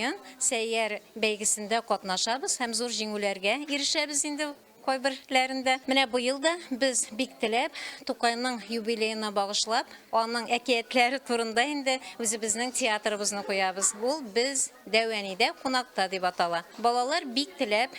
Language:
Tatar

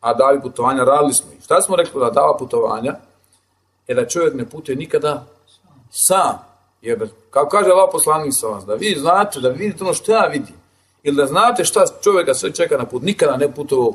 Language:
Bosnian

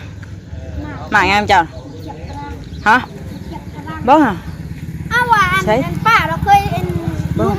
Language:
Northeastern Thai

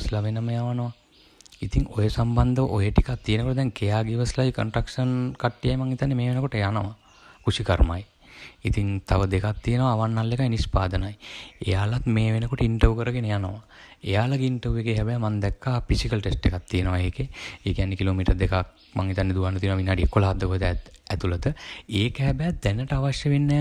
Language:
Sinhala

